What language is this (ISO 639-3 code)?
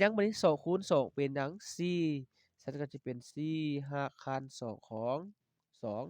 lao